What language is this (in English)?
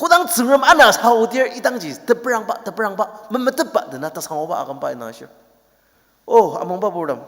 Ao Naga